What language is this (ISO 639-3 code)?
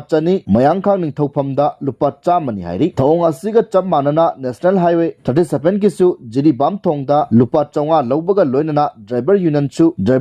mni